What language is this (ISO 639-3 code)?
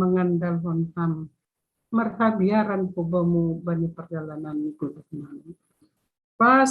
bts